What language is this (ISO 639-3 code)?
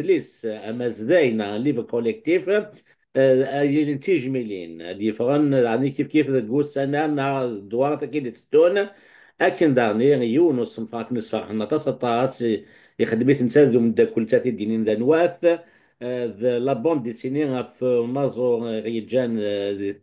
kab